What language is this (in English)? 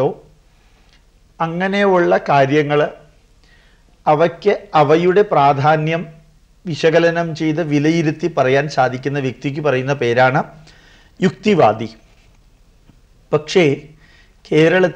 Malayalam